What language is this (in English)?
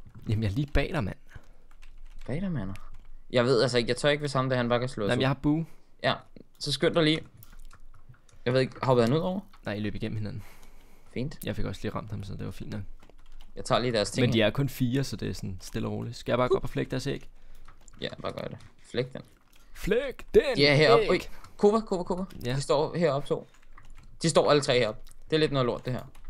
Danish